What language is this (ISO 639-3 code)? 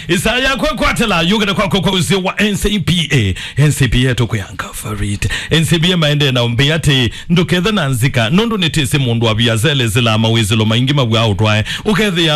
kam